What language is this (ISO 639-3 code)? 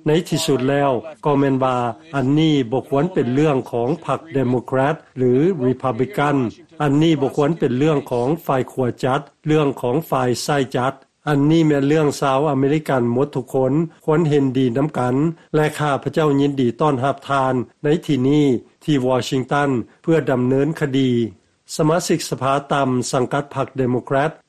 lao